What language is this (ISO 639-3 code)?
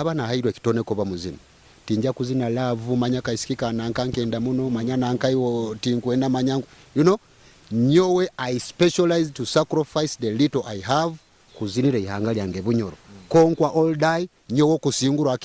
nyo